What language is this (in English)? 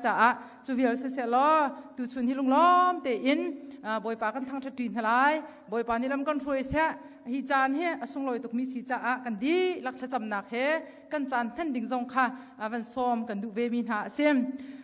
Hakha Chin